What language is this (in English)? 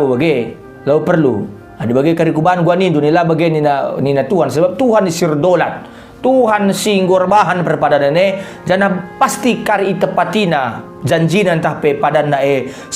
Batak Karo